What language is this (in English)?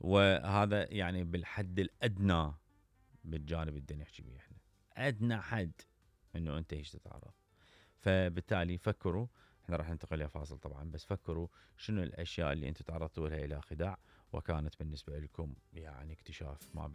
Mesopotamian Arabic